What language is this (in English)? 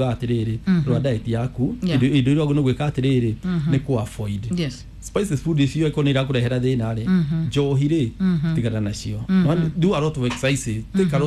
Kikuyu